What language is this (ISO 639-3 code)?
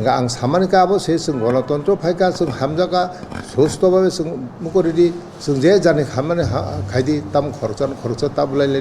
trp